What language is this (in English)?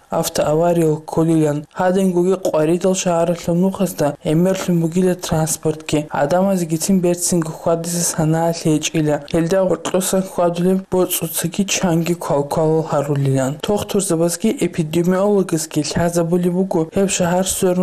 Avaric